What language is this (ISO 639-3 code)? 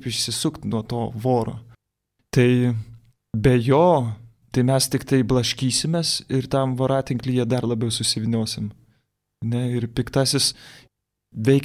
lit